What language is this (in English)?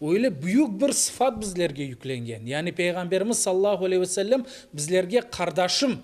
Crimean Tatar